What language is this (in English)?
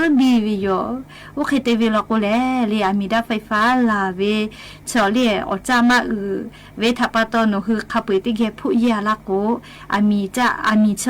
Lahu